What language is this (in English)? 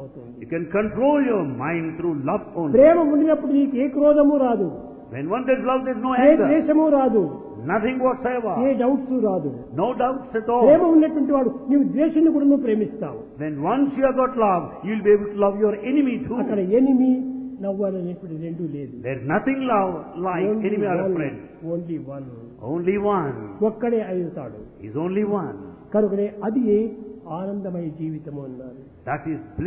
Telugu